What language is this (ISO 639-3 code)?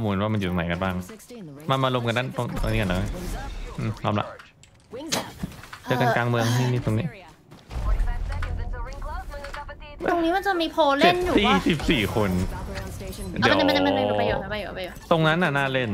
tha